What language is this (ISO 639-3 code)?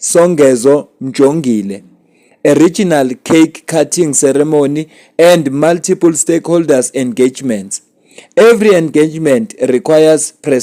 zul